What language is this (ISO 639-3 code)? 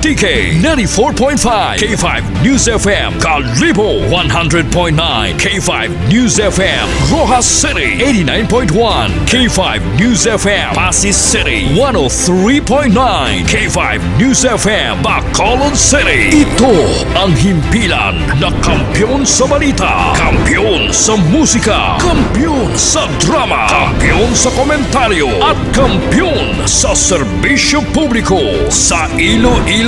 hil